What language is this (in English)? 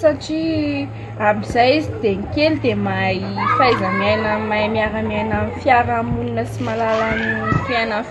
Malagasy